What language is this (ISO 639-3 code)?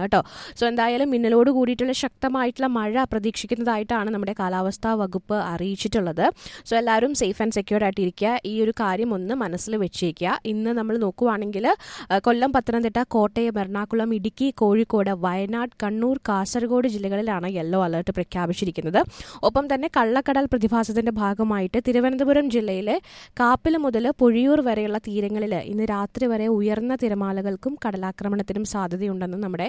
mal